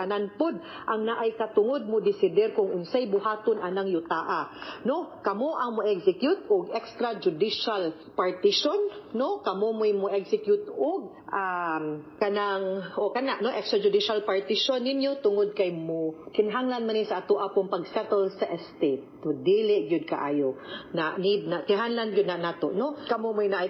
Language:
Cebuano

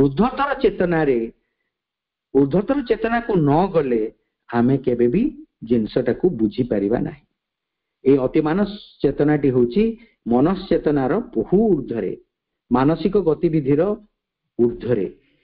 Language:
Odia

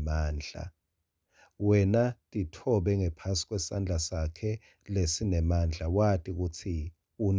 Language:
Swati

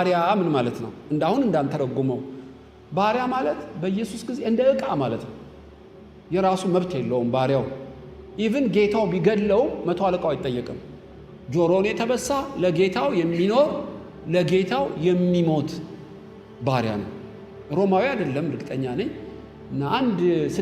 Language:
Amharic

